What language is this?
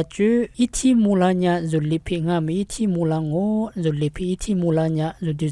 Lisu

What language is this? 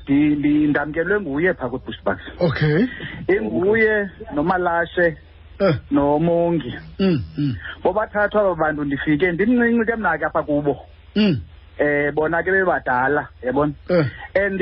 Xhosa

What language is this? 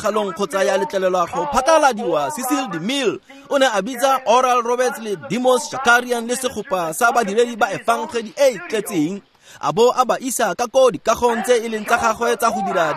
Tswana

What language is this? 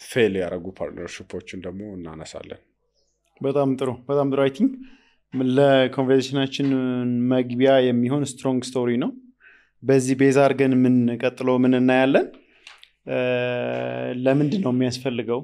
Amharic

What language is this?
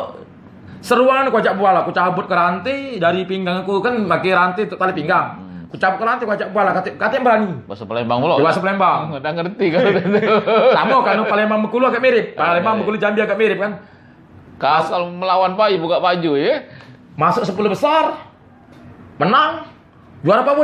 Musi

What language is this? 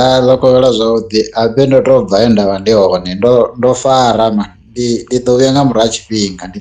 Venda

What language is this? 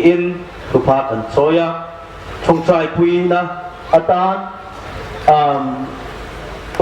Hmar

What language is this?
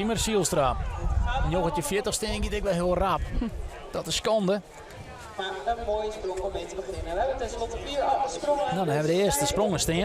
Western Frisian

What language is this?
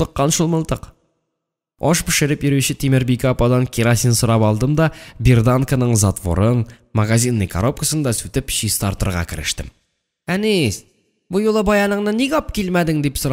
Tatar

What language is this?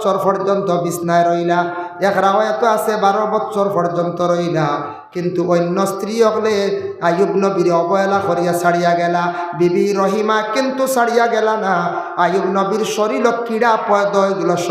Sylheti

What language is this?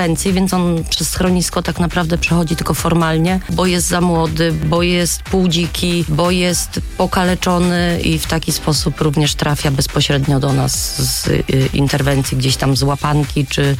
Polish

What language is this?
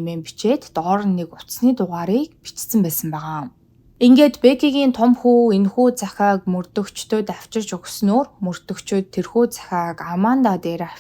Mongolian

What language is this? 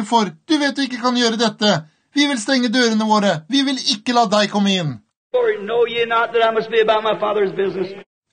Norwegian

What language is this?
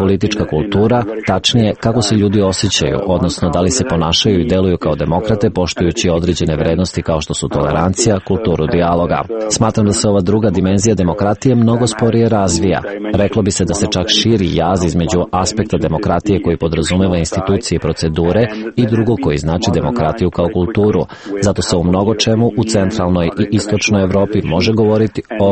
Serbian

